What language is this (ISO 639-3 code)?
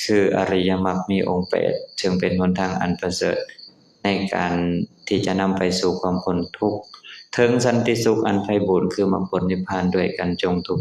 lao